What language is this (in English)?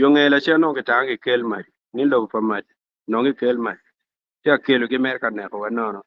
Acoli